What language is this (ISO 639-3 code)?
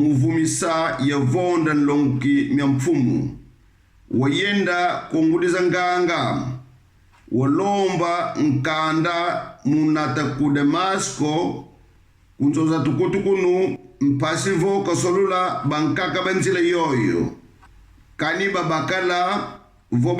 kon